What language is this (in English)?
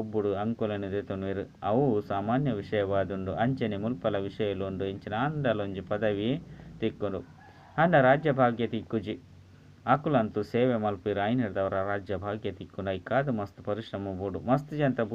Tulu